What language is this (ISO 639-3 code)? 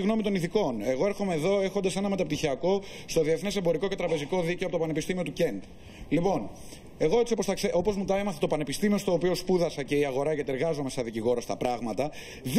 ell